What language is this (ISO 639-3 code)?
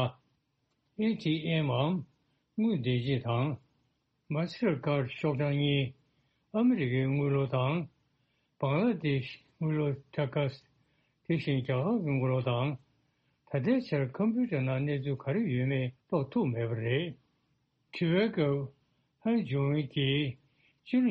bod